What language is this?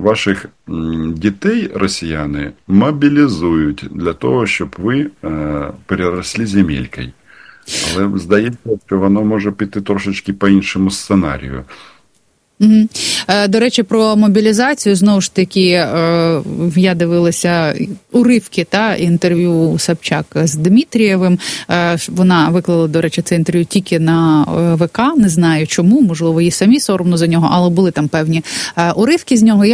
Ukrainian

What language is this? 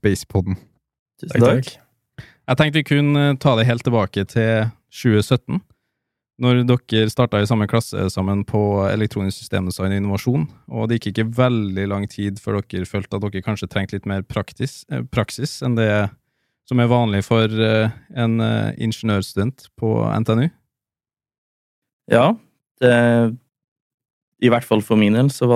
Norwegian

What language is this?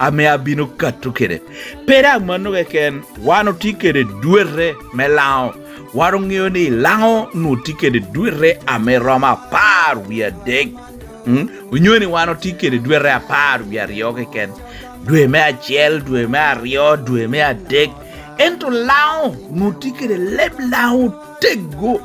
Lango (Uganda)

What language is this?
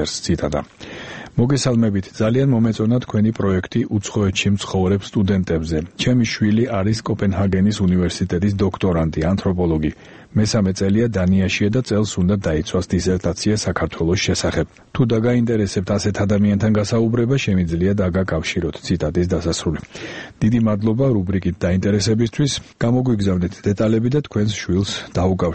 Georgian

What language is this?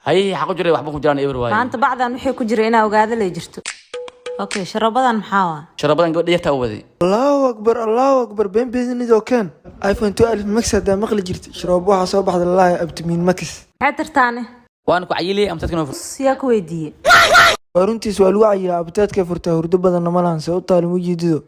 Somali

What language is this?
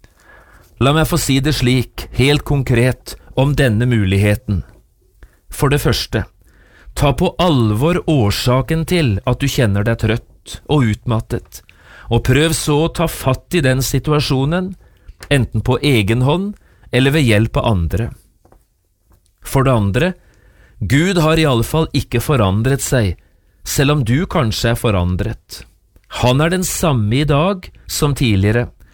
Norwegian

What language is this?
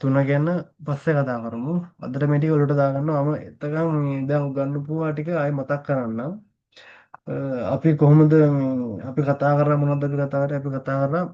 Sinhala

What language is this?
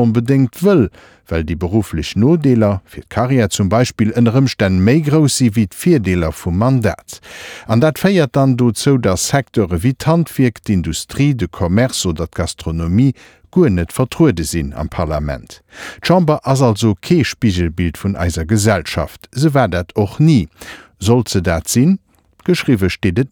Luxembourgish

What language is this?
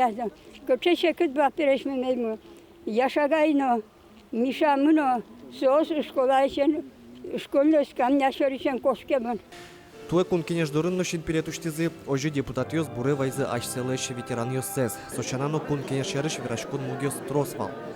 Udmurt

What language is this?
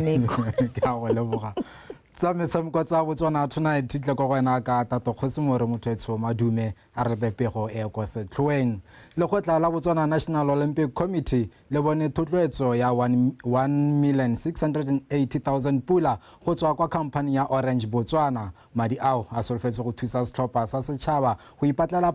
Tswana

